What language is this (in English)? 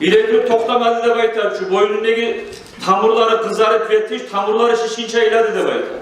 Kumyk